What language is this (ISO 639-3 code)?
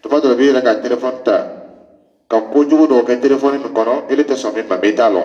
dyu